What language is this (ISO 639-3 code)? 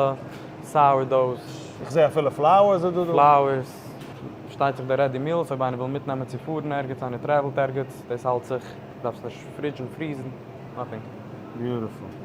yid